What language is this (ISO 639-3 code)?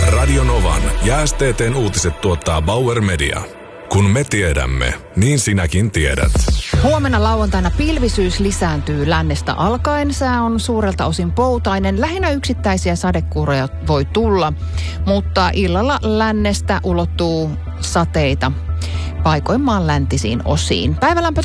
fin